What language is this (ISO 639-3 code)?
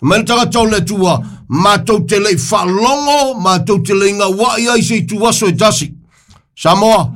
smo